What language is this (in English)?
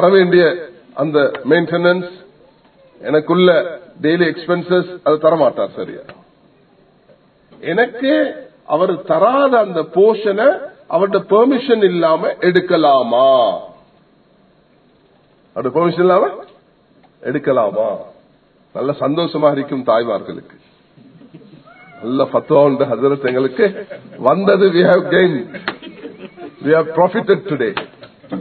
Tamil